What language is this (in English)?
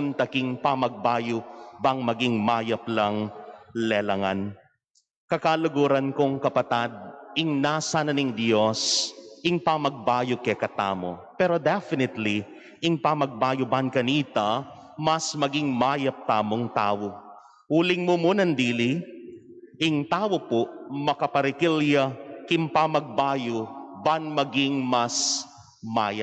Pampanga